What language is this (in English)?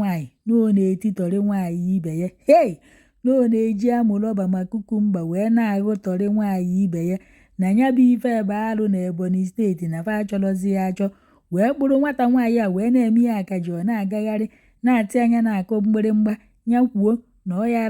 Igbo